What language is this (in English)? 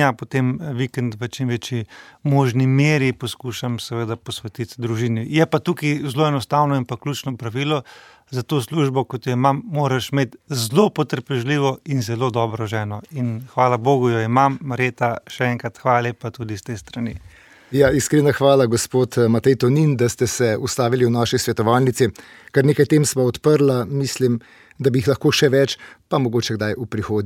Slovenian